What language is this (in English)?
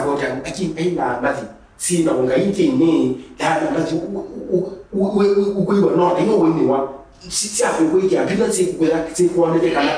Kamba